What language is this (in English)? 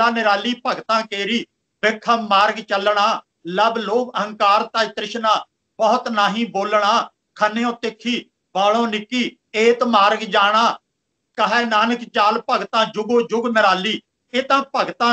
Punjabi